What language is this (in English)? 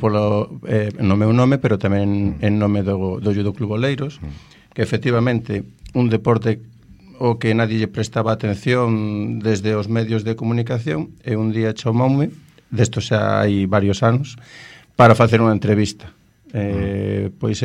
Galician